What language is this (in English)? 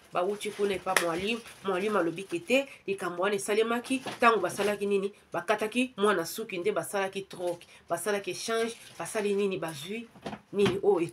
Lingala